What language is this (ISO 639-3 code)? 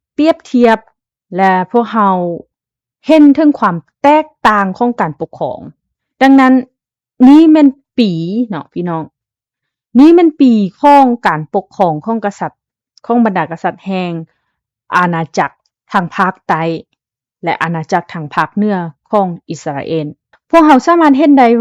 lao